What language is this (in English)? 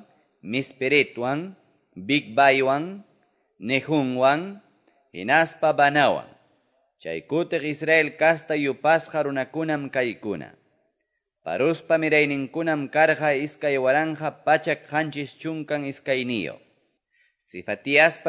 Quechua